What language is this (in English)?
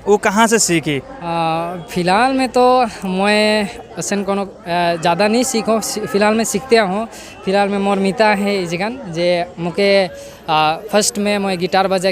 Sadri